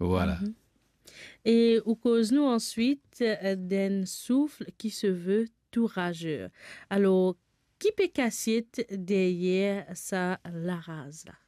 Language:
Morisyen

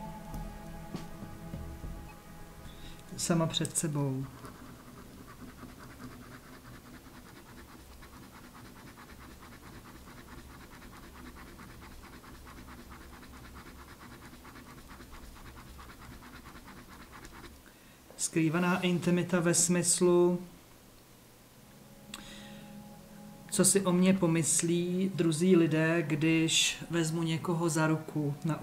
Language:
Czech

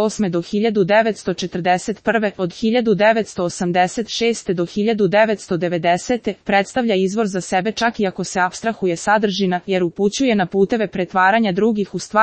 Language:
Serbian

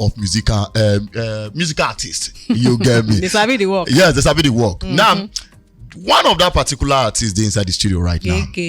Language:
Nigerian Pidgin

